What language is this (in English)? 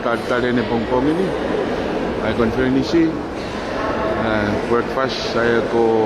Tongan